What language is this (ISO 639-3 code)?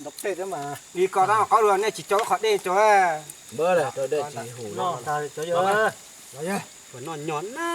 hmn